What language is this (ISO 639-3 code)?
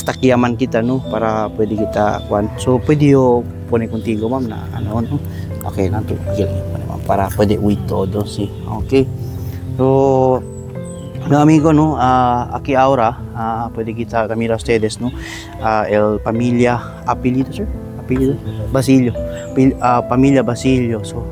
cbk